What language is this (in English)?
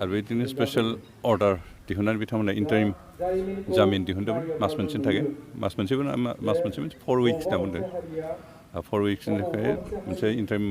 Bodo